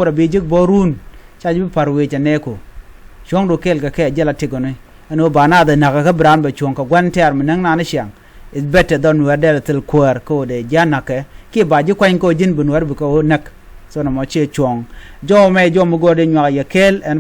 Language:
Nuer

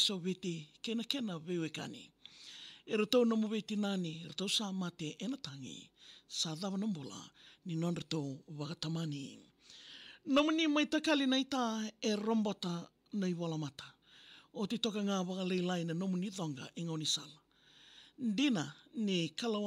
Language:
Fijian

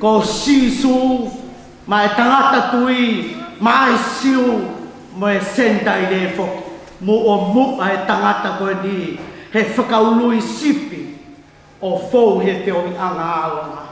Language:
Tongan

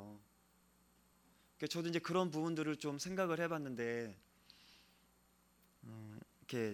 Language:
Korean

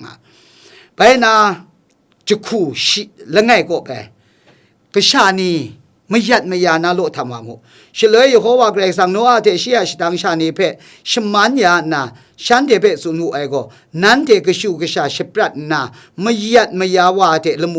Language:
Kachin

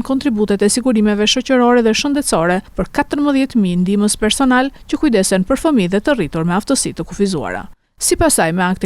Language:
Albanian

